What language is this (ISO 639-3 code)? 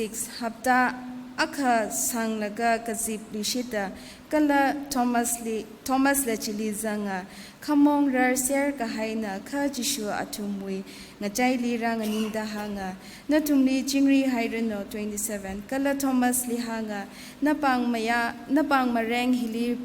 nmf